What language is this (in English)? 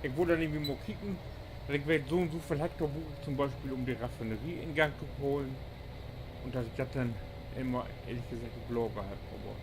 Low German